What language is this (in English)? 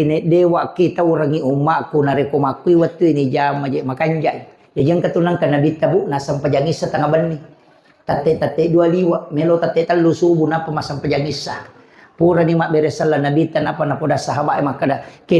Buginese